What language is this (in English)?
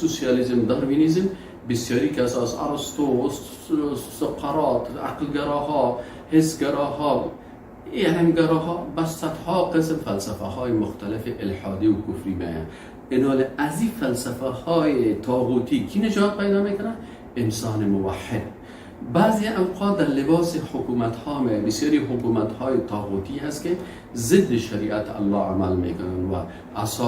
Persian